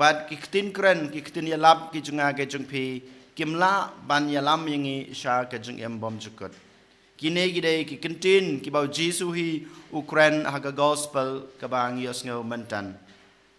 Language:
Khasi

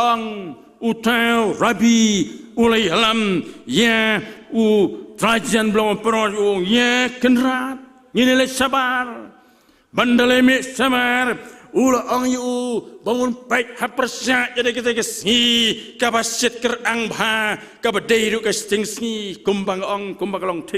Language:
Khasi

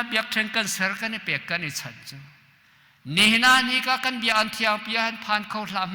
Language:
Hakha Chin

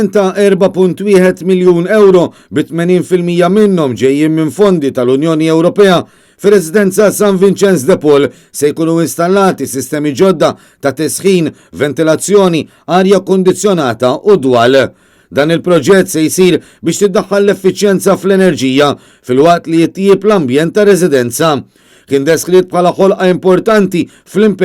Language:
Maltese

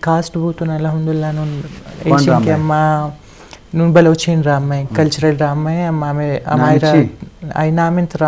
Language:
Eastern Balochi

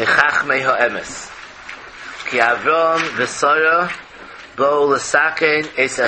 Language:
Yiddish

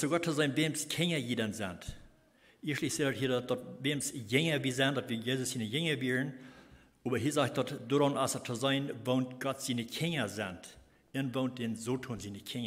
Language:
Plautdietsch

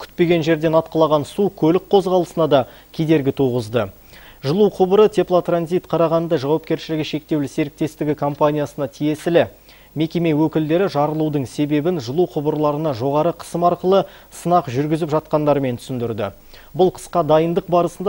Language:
Kazakh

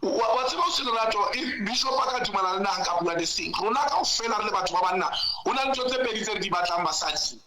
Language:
Southern Sotho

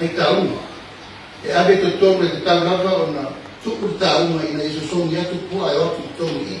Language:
Samoan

